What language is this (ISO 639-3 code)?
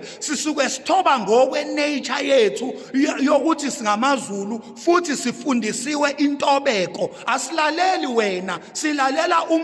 zul